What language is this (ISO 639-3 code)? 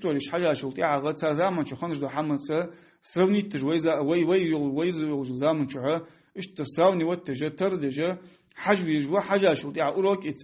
inh